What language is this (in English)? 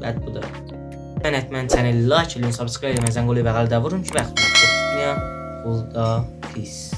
South Azerbaijani